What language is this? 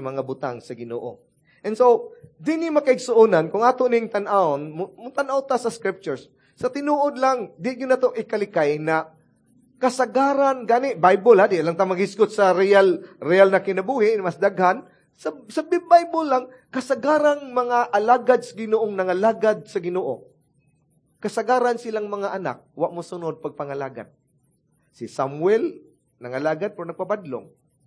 Cebuano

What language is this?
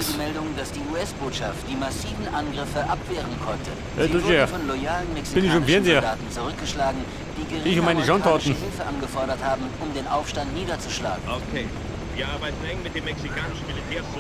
Bavarian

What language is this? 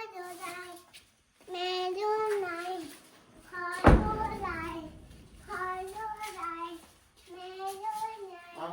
Northeastern Thai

